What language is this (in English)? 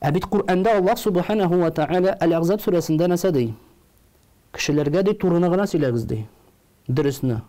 Tatar